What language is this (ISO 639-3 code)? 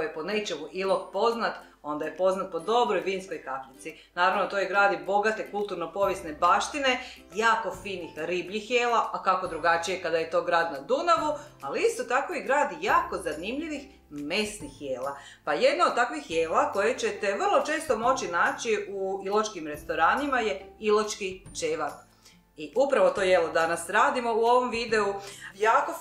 hrv